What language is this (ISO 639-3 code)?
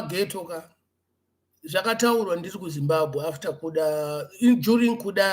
sna